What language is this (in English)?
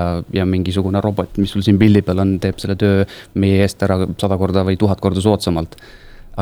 Estonian